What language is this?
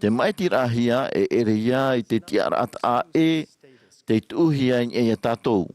Tahitian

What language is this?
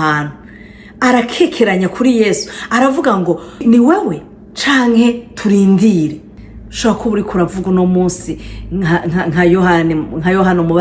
Rundi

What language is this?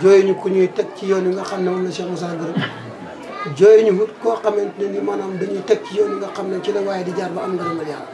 Wolof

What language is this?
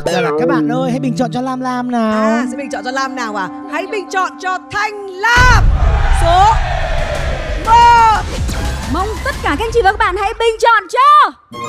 Vietnamese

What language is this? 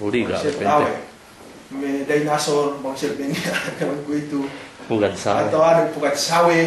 Yakan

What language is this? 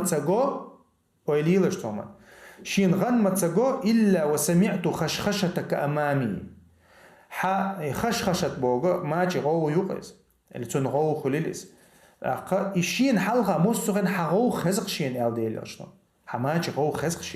Chechen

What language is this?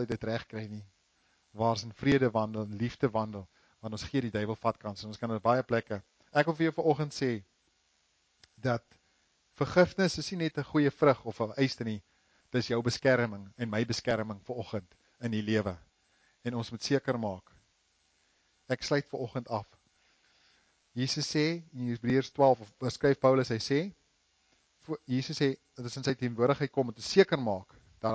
Afrikaans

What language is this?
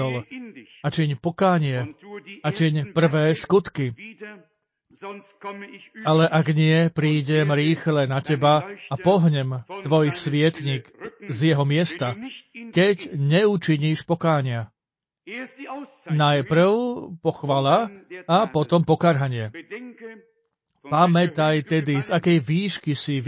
Slovak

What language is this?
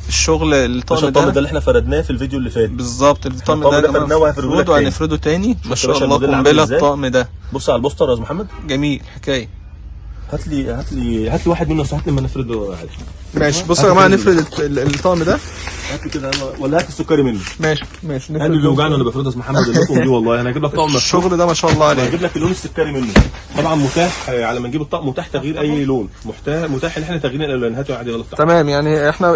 Egyptian Arabic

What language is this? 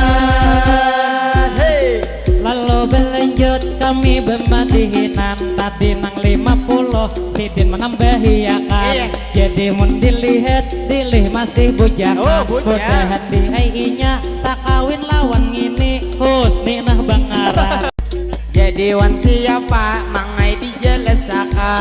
Banjar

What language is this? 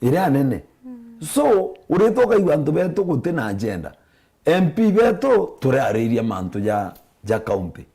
Meru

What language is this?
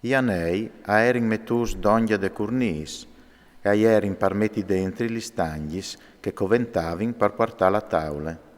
Friulian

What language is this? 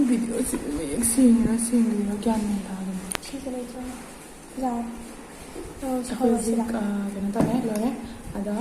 Manipuri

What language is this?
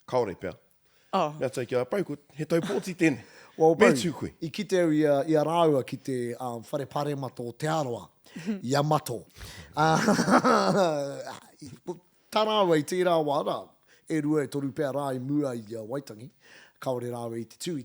Māori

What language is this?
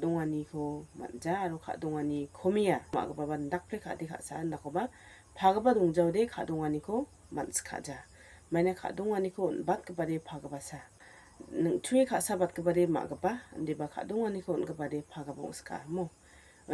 Garo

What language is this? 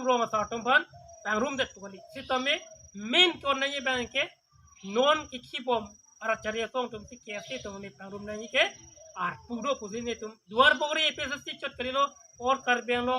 Karbi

